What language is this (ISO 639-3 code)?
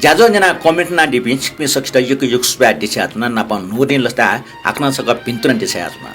new